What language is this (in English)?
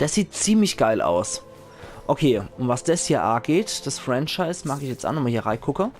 Palatine German